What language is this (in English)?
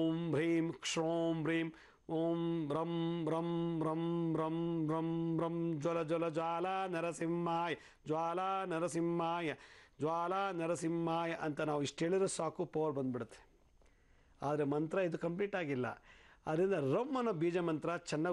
Kannada